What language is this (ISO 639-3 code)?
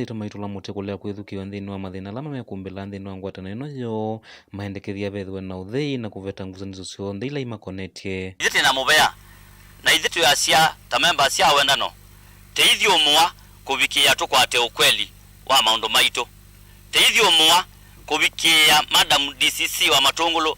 kam